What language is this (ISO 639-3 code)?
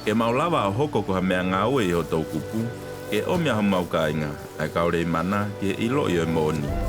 ton